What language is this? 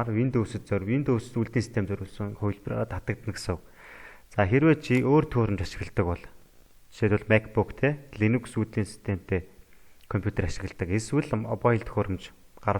Mongolian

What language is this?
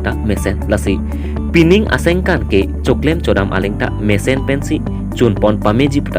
Karbi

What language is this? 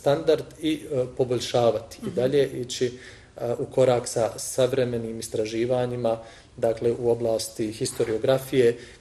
Bosnian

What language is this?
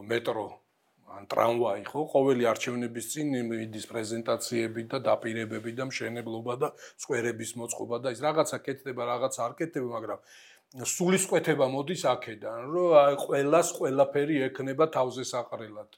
Georgian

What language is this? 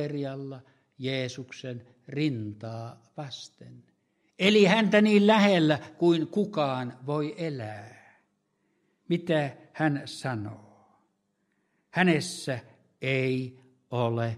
Finnish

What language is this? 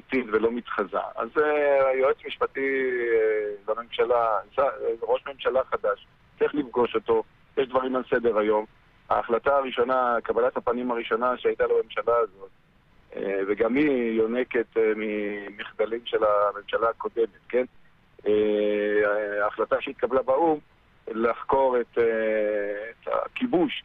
Hebrew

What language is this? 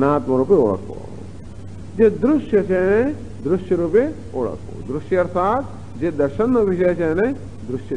Gujarati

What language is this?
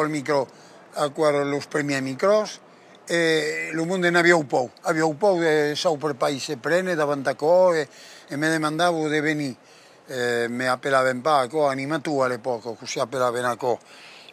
Occitan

